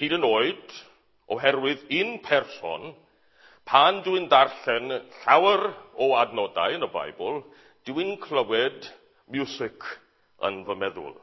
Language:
Welsh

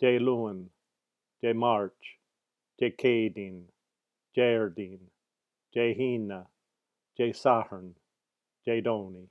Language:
Irish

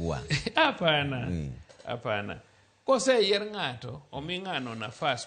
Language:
Luo (Kenya and Tanzania)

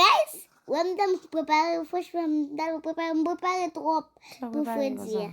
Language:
Haitian Creole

